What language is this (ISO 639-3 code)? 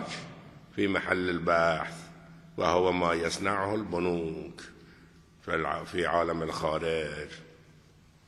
fas